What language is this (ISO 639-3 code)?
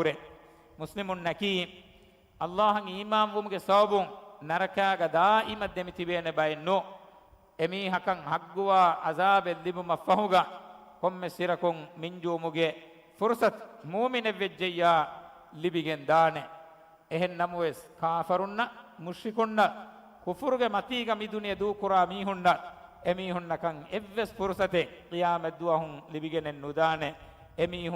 div